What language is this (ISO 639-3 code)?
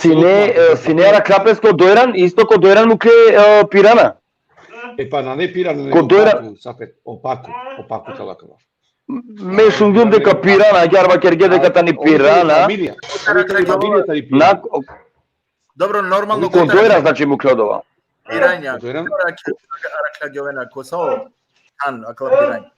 rmn